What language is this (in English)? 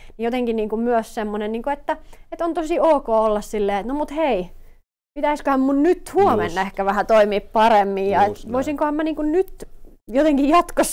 Finnish